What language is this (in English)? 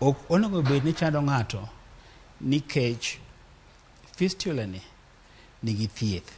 Luo (Kenya and Tanzania)